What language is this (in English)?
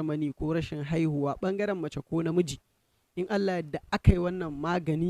Hausa